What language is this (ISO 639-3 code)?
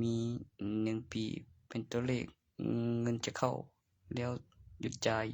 tts